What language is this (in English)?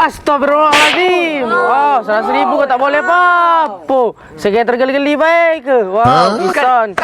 Musi